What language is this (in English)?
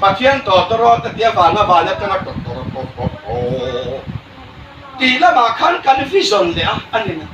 Hmar